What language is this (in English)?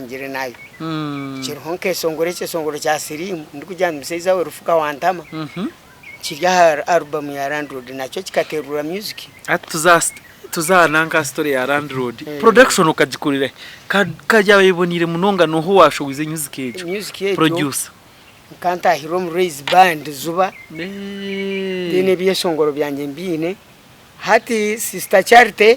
Nyankole